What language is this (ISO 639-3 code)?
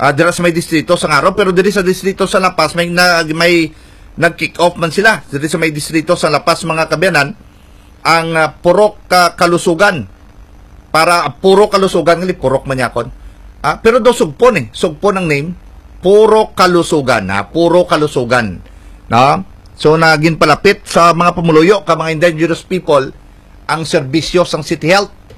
hil